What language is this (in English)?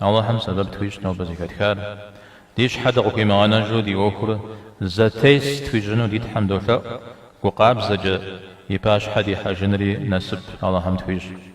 Kabardian